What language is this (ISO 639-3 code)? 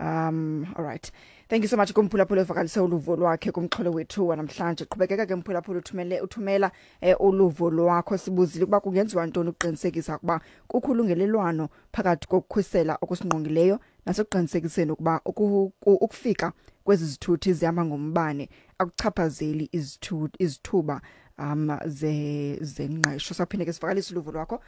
xho